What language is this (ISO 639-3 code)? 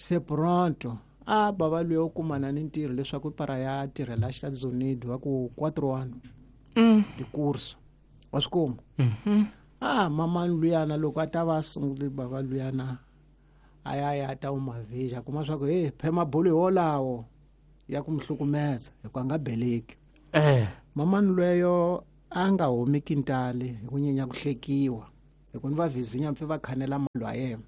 tso